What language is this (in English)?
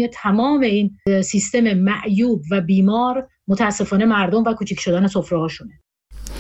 Persian